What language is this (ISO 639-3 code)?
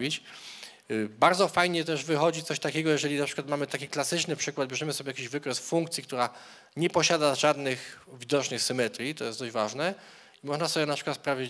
pol